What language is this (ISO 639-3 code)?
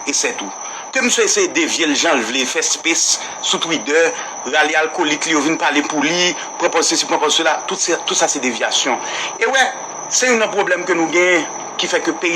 hat